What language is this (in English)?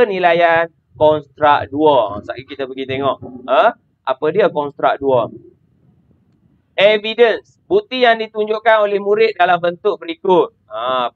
Malay